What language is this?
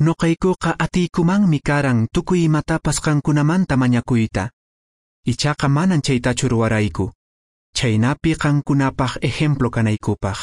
Quechua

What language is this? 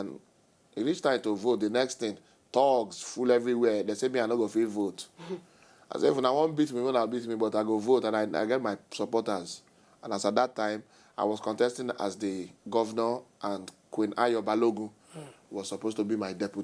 Nigerian Pidgin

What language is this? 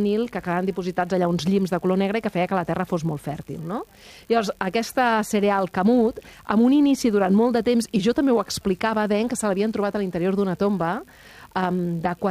Catalan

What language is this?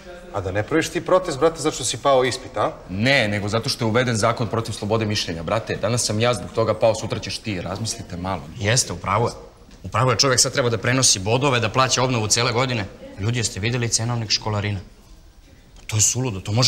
Serbian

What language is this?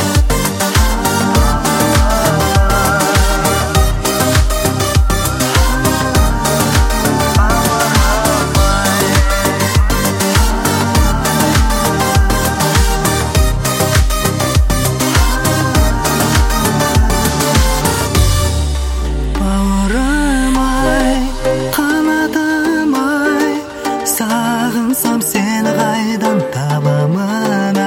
Kazakh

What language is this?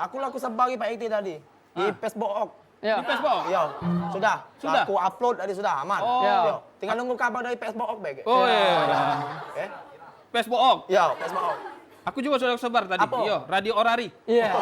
Musi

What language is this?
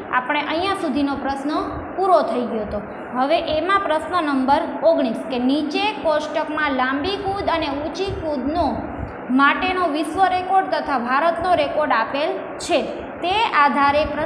Gujarati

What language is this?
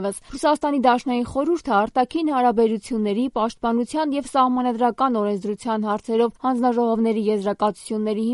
Armenian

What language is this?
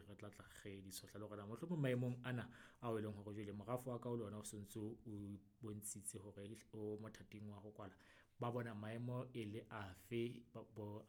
Southern Sotho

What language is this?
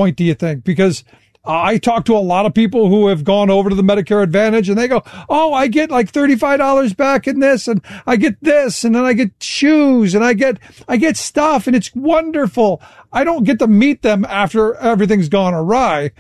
English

